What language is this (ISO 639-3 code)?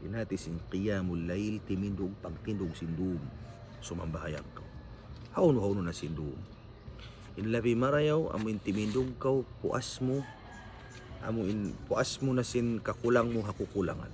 tsg